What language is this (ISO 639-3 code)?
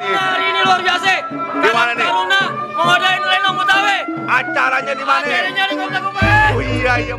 bew